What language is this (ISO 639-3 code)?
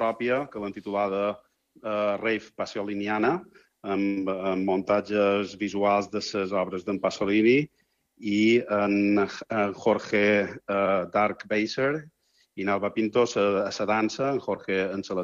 cat